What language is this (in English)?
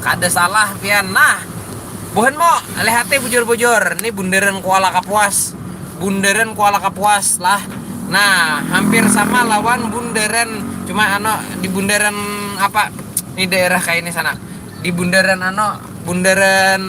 Banjar